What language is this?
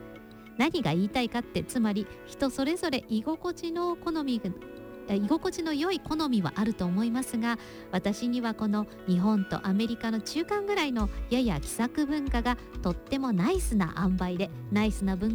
Japanese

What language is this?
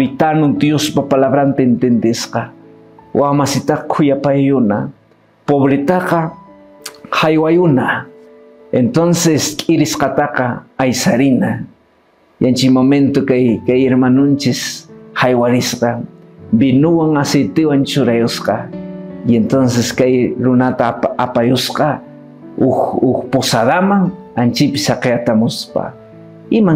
Quechua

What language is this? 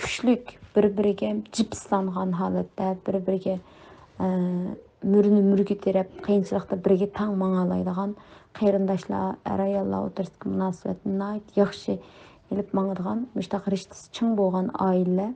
Uyghur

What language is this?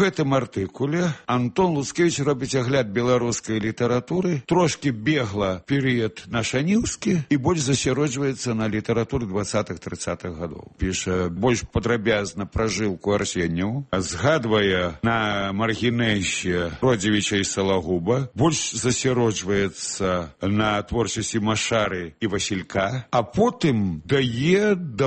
Belarusian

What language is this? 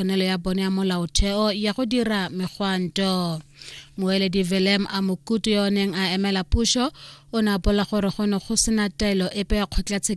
Tswana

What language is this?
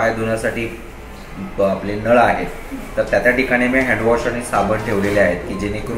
Marathi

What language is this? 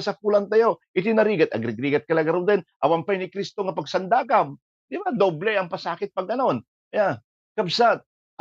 Iloko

